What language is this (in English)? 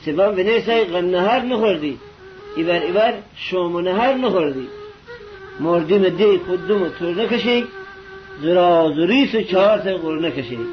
Gilaki